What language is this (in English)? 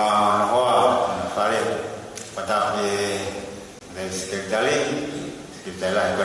Tongan